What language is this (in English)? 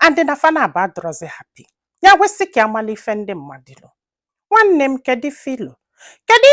Igbo